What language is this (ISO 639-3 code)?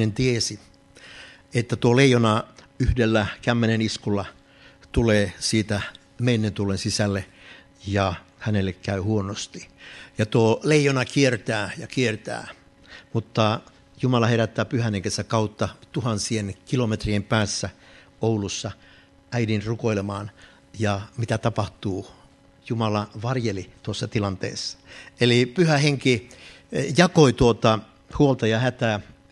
fin